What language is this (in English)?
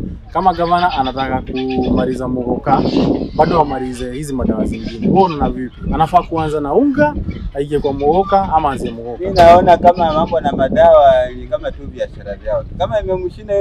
Swahili